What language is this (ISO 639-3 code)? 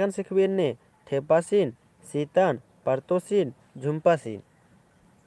kru